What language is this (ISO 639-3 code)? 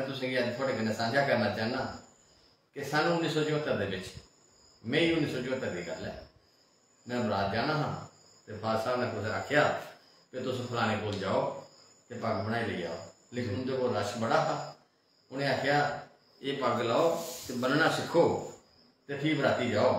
doi